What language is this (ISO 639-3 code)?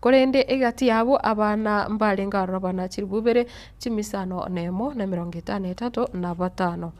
guz